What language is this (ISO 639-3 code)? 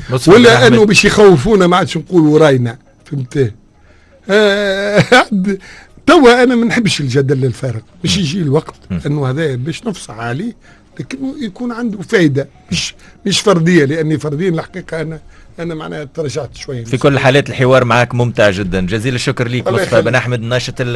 aeb